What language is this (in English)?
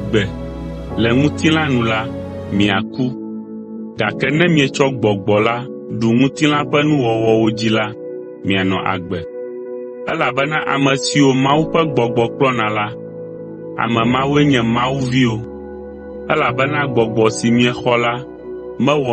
Ewe